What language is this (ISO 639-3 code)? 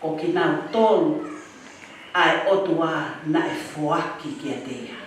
ton